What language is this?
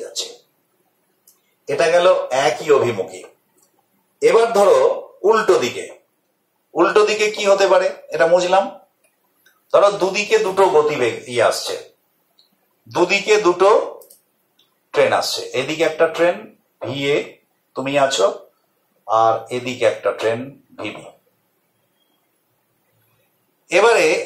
Bangla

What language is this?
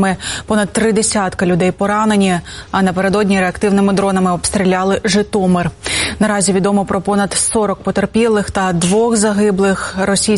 Ukrainian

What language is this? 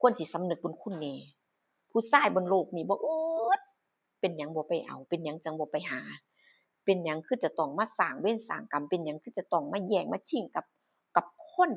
Northeastern Thai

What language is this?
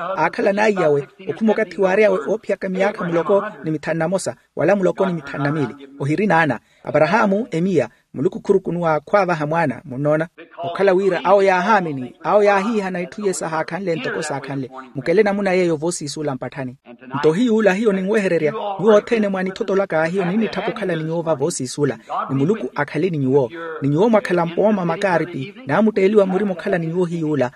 Makhuwa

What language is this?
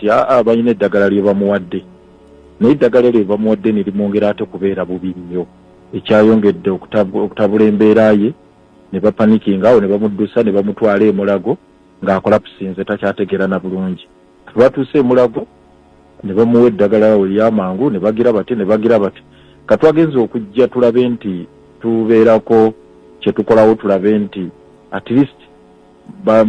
Ganda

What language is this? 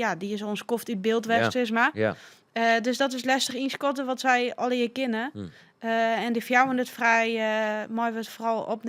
Western Frisian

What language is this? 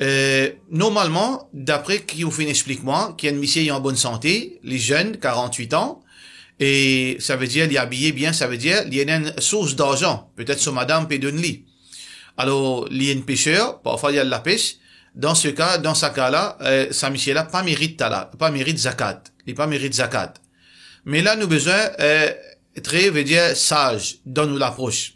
Morisyen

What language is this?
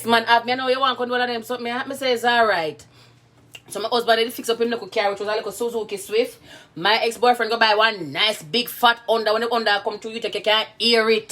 Jamaican Creole English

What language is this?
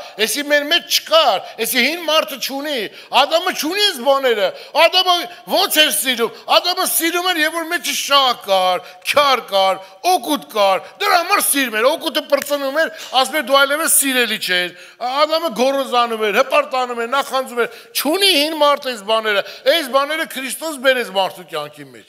Armenian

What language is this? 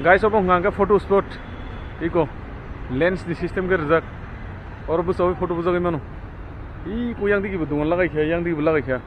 Kok Borok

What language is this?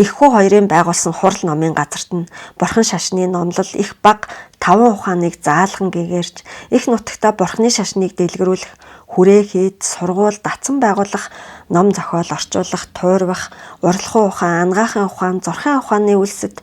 Mongolian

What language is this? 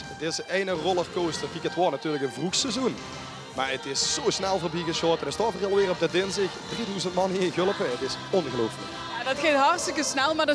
Limburgish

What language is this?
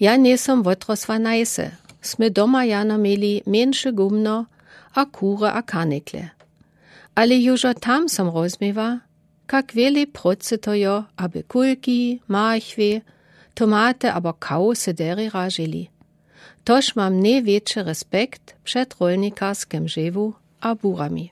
Lower Sorbian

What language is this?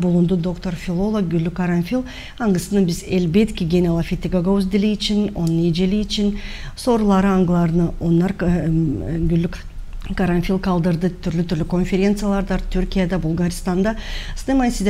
Gagauz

